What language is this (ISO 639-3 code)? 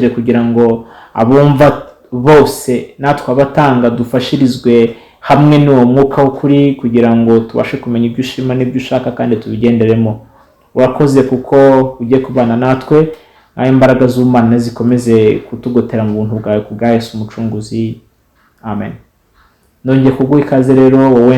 kin